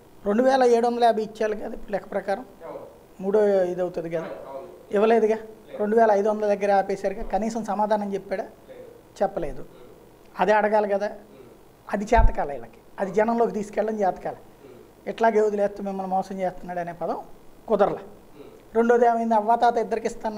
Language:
Telugu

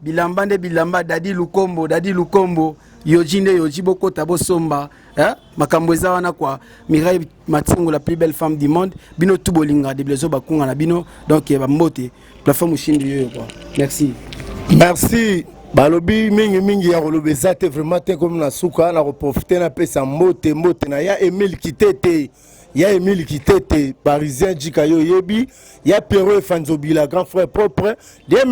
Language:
Lingala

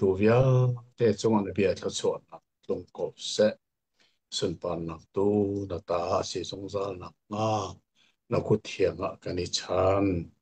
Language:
Hakha Chin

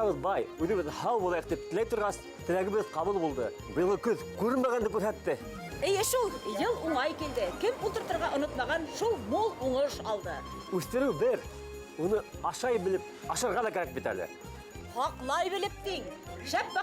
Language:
Bashkir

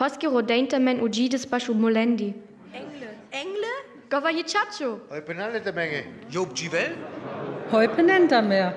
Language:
Sinte Romani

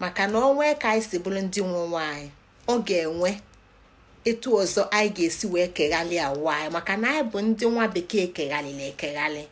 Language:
Igbo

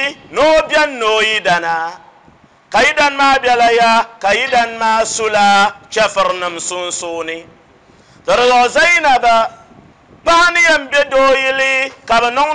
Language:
Dagbani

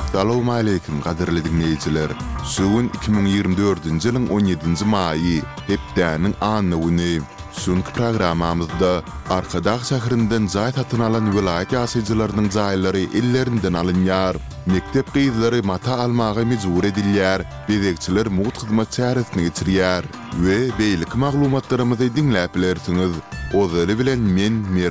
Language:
Turkmen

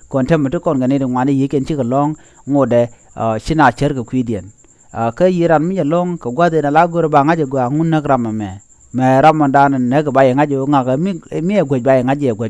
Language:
Nuer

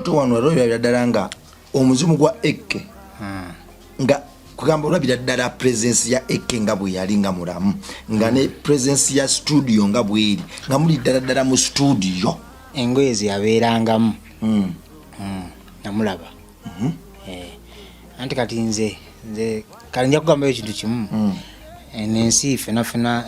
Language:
Ganda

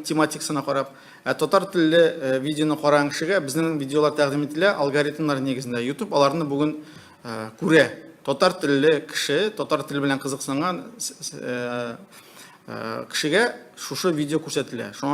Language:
Tatar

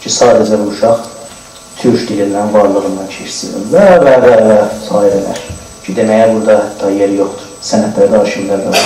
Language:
South Azerbaijani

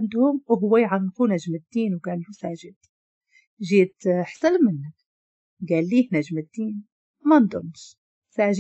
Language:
Moroccan Arabic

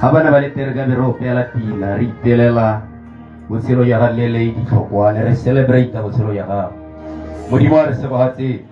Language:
Tswana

